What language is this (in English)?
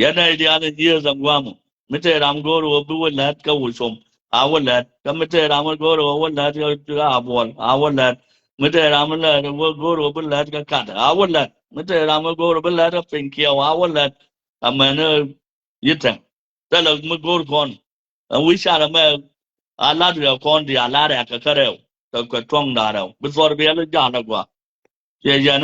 Nuer